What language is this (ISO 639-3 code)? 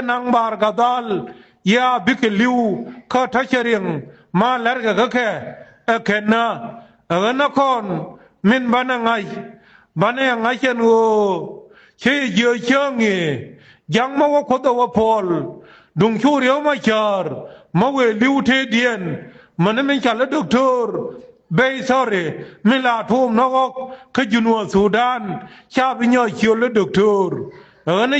nus